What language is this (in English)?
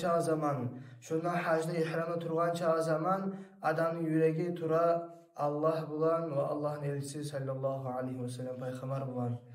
Kumyk